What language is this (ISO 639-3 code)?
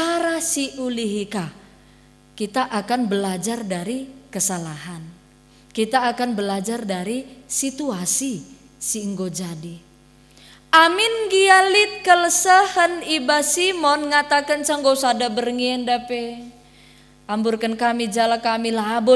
btx